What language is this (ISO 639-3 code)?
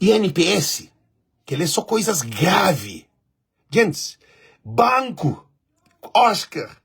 kea